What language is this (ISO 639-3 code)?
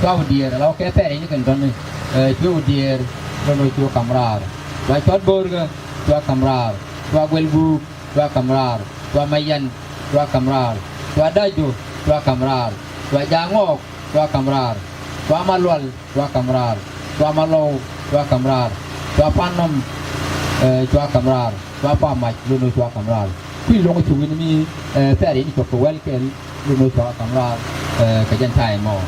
nus